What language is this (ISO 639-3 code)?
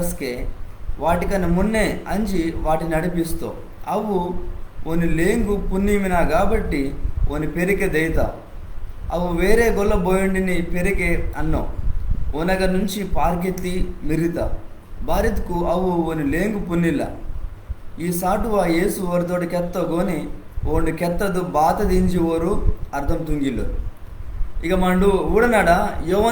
kff